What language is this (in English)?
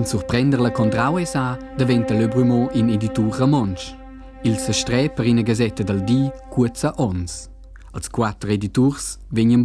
Romansh